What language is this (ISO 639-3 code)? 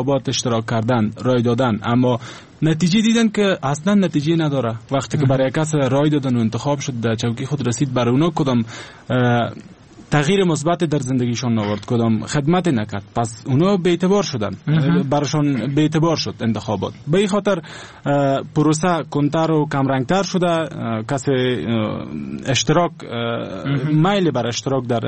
fas